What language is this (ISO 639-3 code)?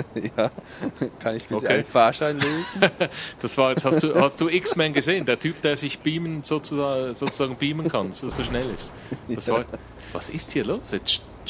gsw